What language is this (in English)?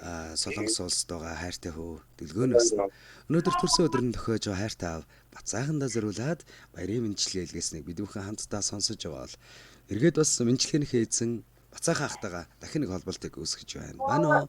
Mongolian